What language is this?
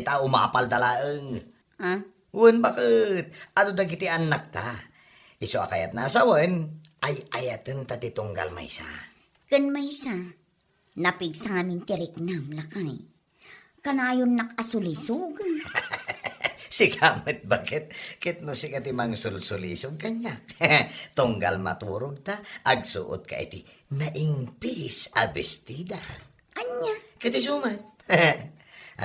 Iloko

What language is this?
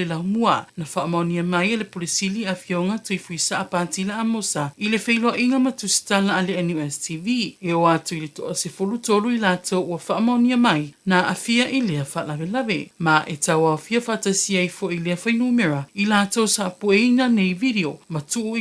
Samoan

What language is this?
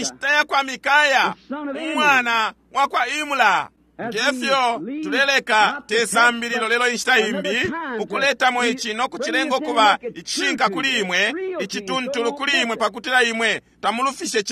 Bemba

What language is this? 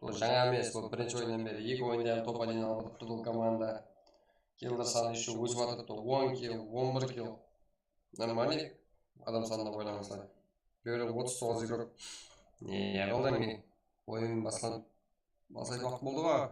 Kara-Kalpak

